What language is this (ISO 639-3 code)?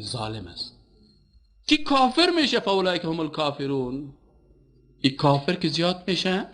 fas